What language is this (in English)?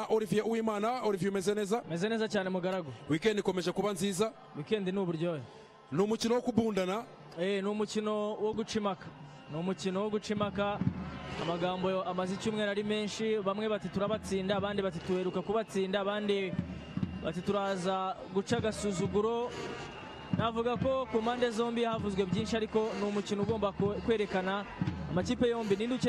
Kinyarwanda